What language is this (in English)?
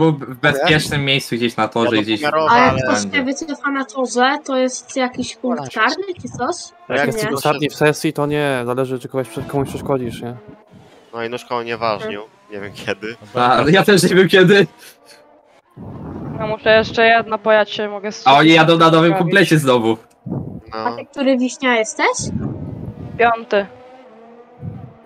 Polish